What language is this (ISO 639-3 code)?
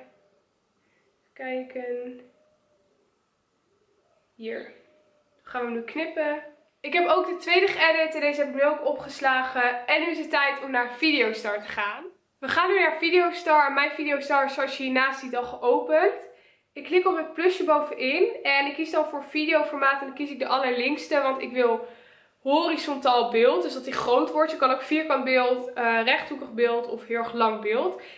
nld